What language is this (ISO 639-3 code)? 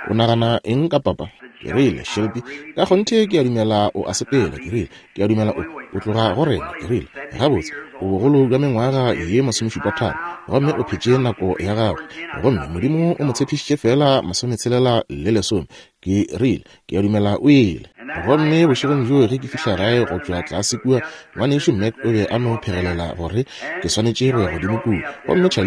nso